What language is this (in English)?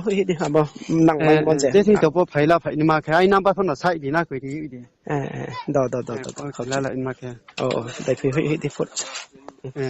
Riang (India)